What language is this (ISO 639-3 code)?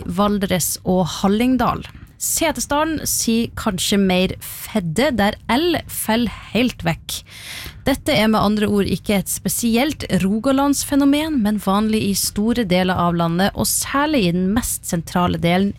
nor